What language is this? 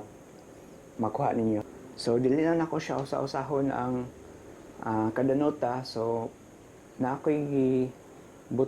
Cebuano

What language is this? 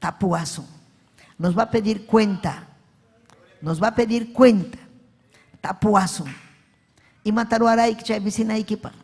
Ayacucho Quechua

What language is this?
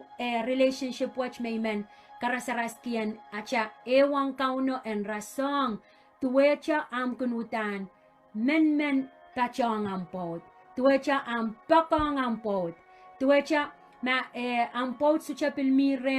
Pohnpeian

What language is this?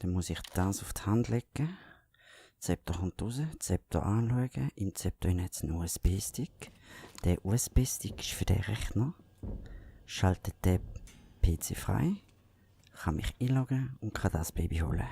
Swiss German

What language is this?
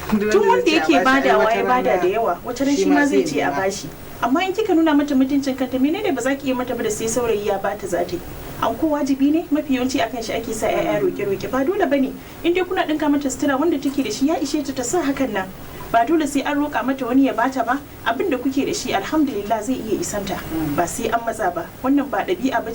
Hausa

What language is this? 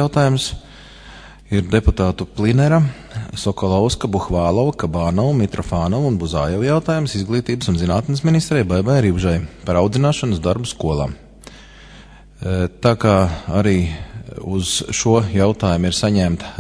Latvian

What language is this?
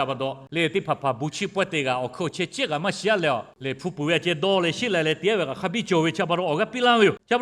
Lahu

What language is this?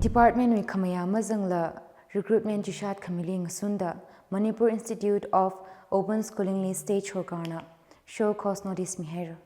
Tangkhul Naga (India)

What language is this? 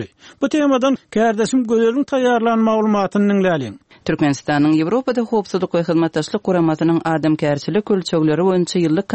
Turkmen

